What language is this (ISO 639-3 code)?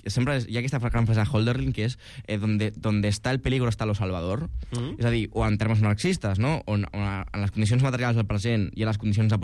cat